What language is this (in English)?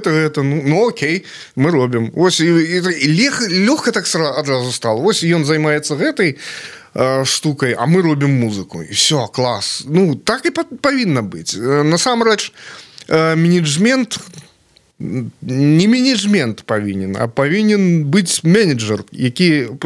Belarusian